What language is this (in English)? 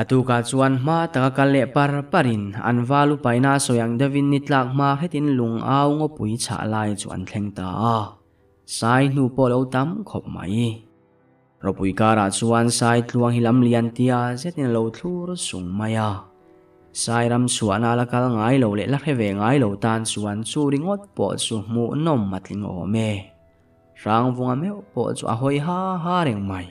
Mizo